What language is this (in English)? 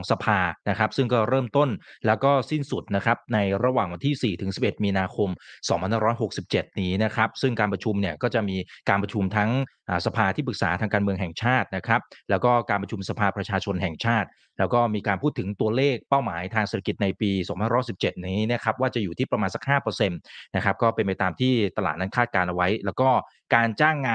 Thai